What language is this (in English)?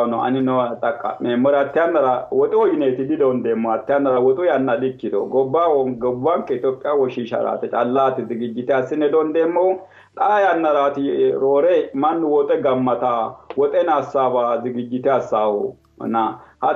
Sidamo